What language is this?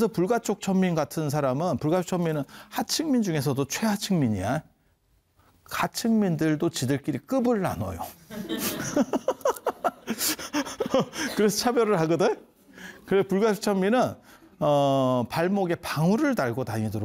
Korean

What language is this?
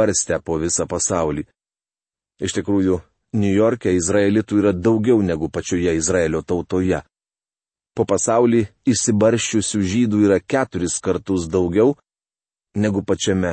Lithuanian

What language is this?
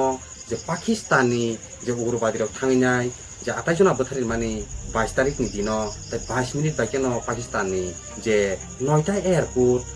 Kok Borok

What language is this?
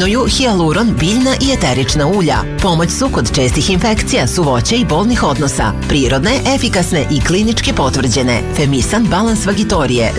Serbian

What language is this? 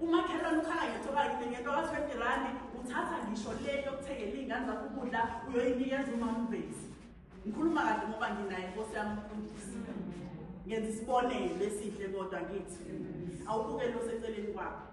Zulu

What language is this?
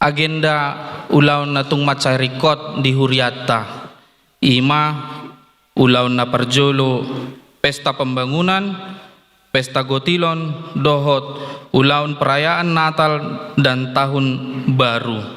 Batak Toba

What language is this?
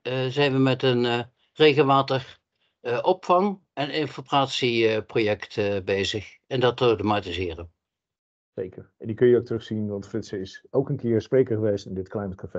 Dutch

